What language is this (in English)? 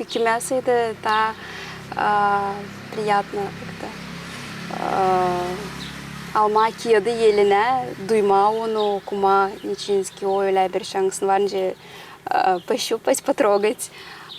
Gagauz